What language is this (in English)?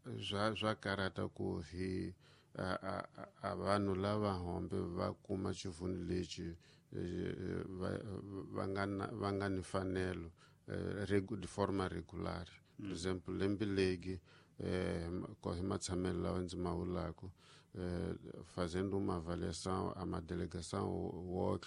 Tsonga